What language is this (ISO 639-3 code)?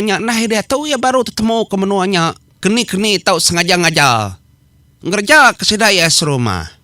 iba